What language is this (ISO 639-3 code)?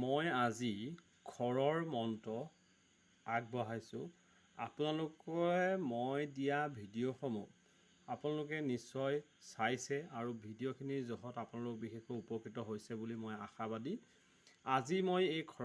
asm